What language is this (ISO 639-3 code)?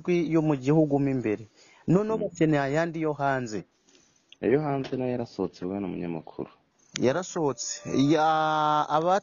kin